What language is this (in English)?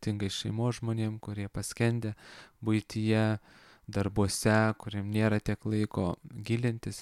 Lithuanian